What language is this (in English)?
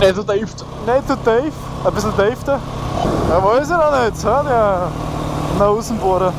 Bavarian